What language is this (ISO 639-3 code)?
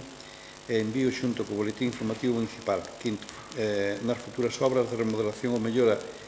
glg